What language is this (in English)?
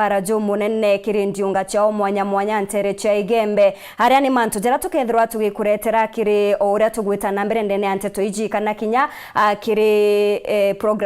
Meru